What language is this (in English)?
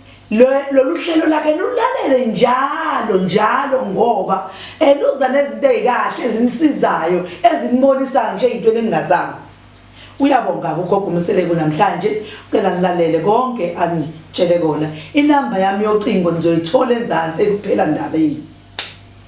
Zulu